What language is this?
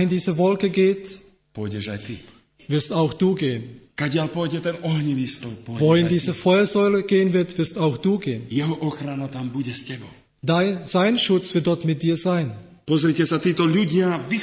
Slovak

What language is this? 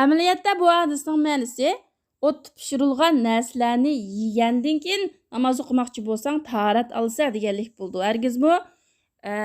Uyghur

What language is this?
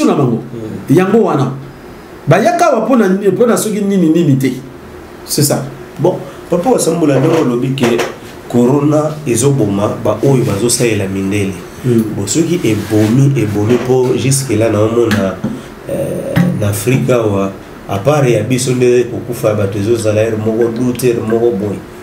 Lingala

